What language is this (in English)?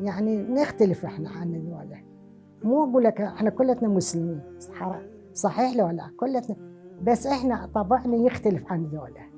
Mesopotamian Arabic